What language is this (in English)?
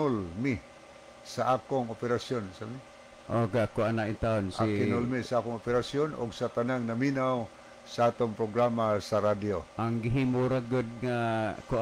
Cebuano